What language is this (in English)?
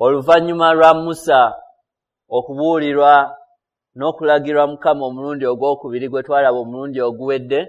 Ganda